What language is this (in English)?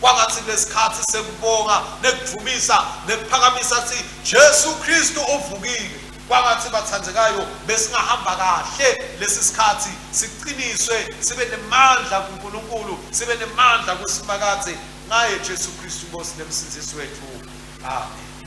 Swati